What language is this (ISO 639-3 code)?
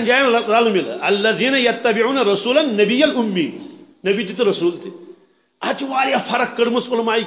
kas